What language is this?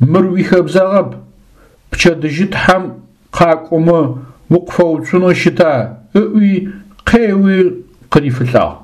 Adyghe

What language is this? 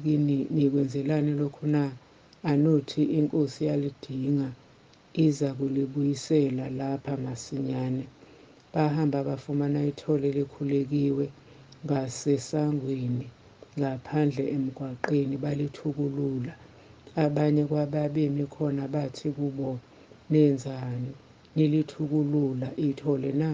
Zulu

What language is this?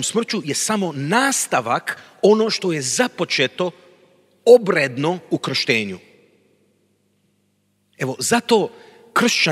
Croatian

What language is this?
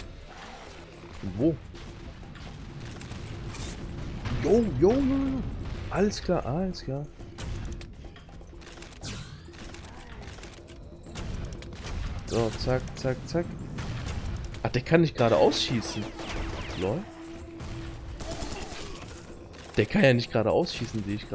German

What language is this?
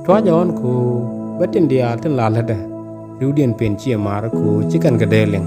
Nuer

